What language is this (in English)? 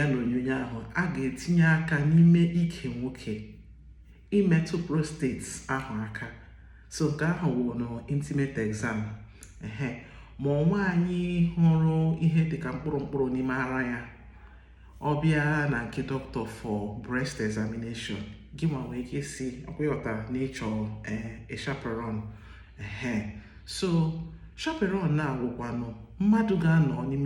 Igbo